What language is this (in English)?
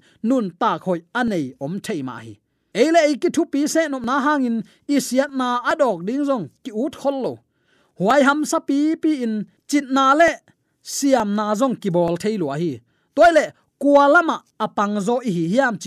Tedim Chin